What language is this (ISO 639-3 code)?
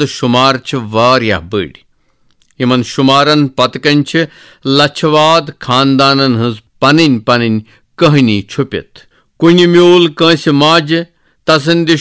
kas